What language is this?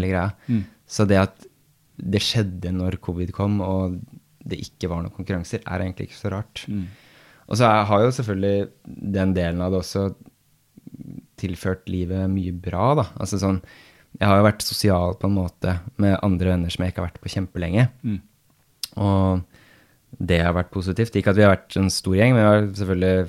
Norwegian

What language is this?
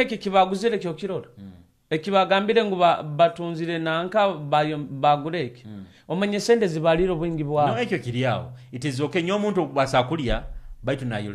Nyoro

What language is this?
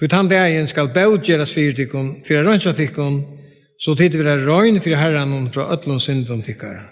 Faroese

